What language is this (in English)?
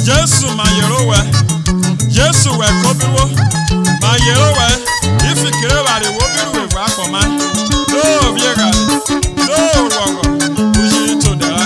Urhobo